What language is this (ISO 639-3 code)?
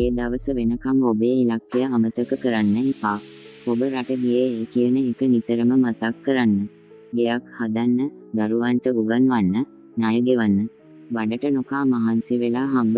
sin